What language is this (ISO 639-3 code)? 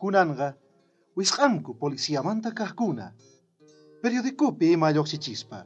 quh